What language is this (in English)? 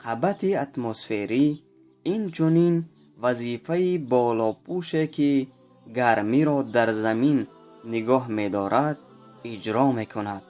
Tajik